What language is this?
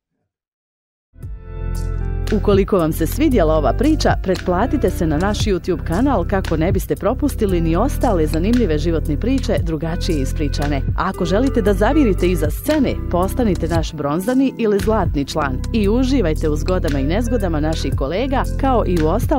Bosnian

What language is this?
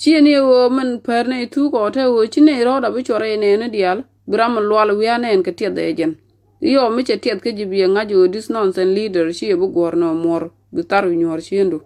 Nuer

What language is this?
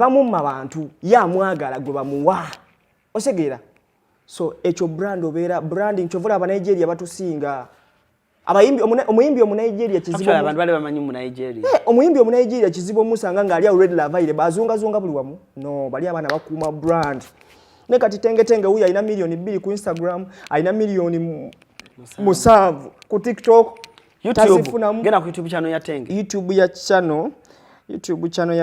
Ganda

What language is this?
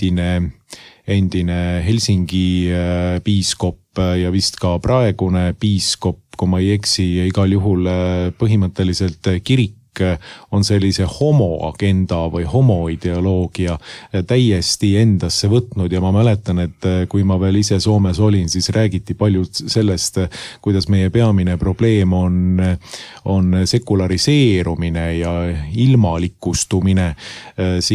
Estonian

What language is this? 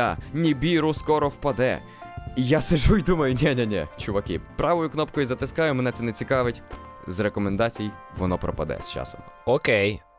Ukrainian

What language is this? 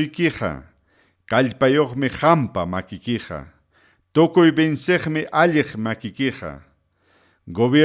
Ayacucho Quechua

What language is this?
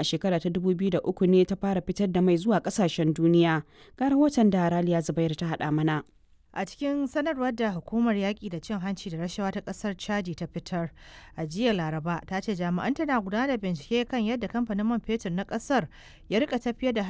Hausa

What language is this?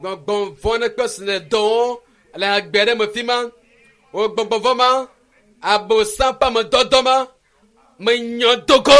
Ewe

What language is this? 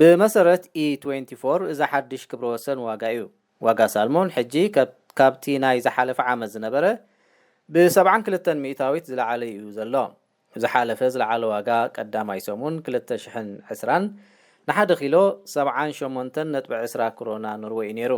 Tigrinya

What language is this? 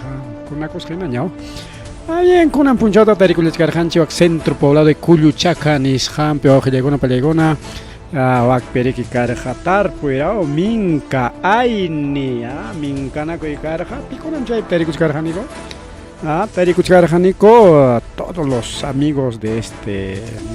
Ayacucho Quechua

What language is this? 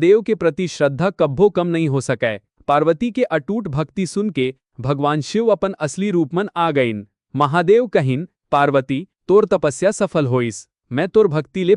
Chhattisgarhi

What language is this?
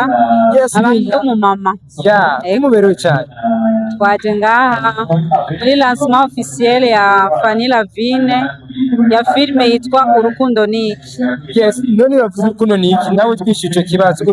Rundi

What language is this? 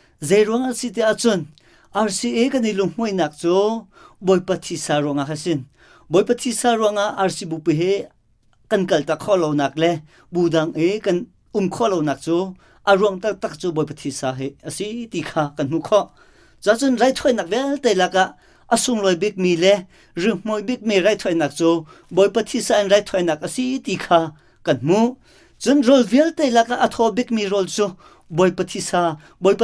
Hakha Chin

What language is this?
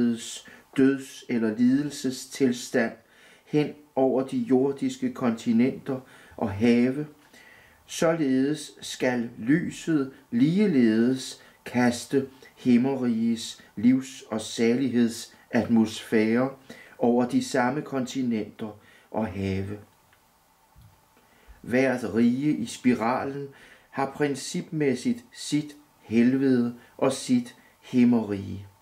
Danish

